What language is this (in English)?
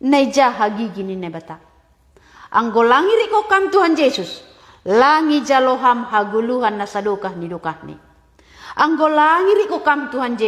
Batak Simalungun